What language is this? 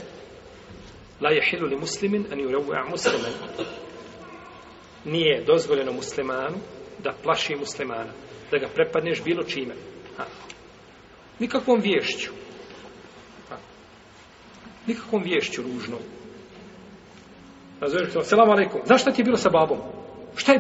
Bosnian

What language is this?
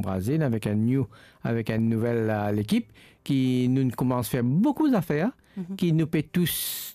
Morisyen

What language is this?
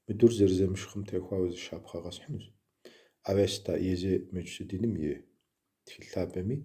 Kabardian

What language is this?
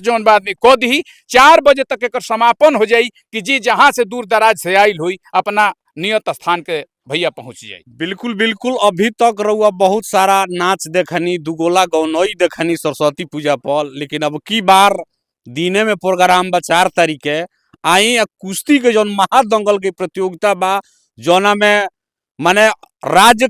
Bhojpuri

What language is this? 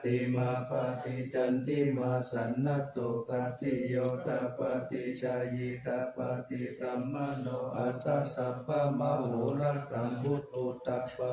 Pali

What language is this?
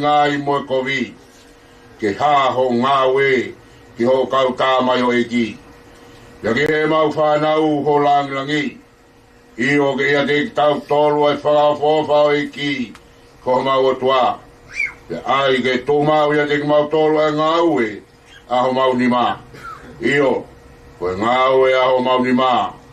Tongan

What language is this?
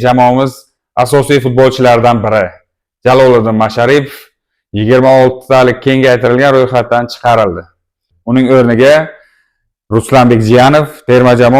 Uzbek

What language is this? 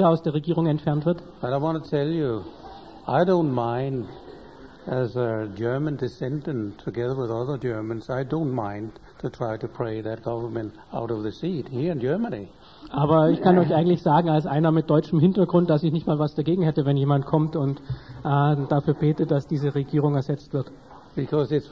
German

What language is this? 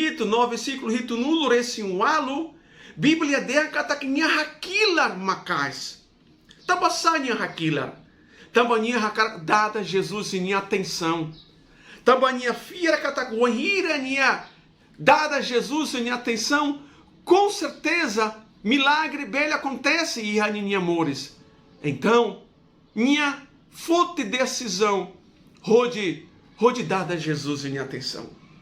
Tetum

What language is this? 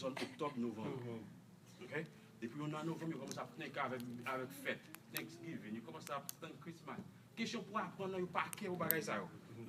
Haitian Creole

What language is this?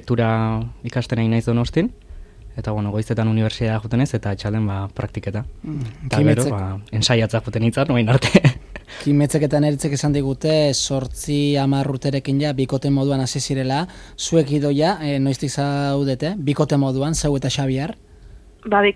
Basque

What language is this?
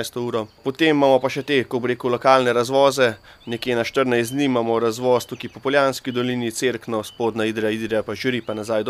Slovenian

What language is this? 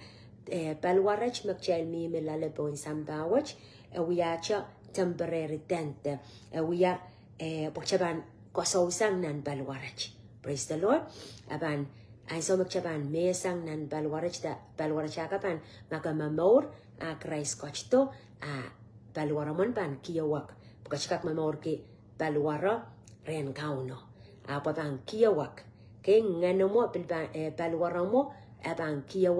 Pohnpeian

